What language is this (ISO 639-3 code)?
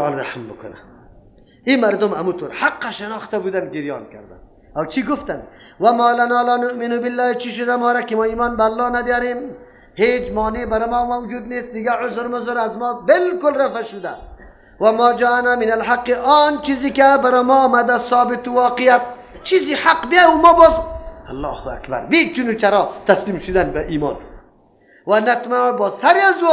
fas